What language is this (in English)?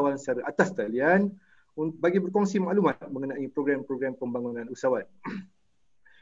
Malay